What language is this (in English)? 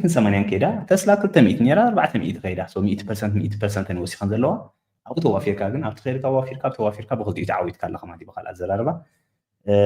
Tigrinya